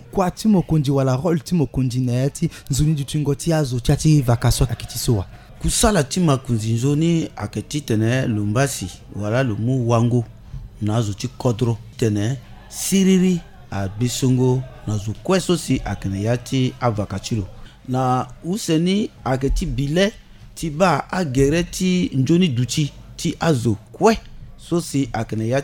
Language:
Sango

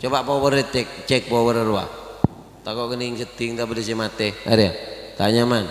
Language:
Madurese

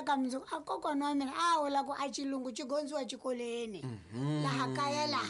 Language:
Tsonga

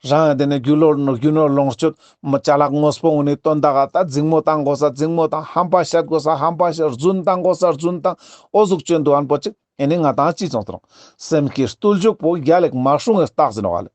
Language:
Ladakhi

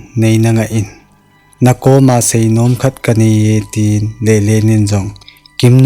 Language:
Thado Chin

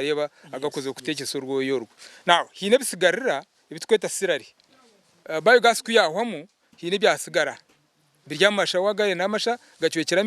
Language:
Nyankole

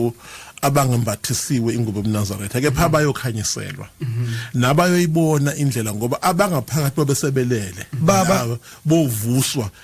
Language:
Zulu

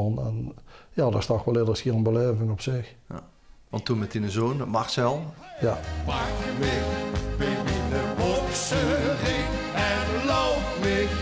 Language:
Limburgish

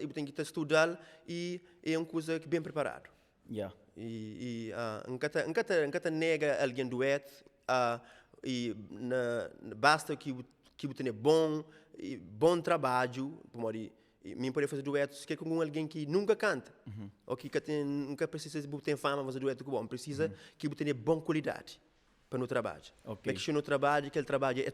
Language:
Kabuverdianu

